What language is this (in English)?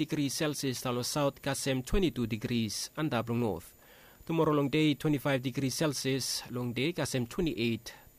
Bislama